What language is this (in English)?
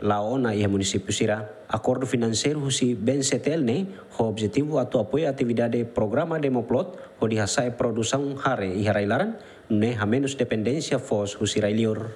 Tetum